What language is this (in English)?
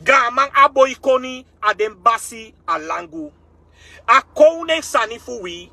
Sranan Tongo